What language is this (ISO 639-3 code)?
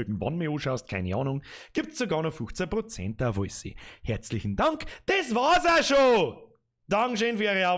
bar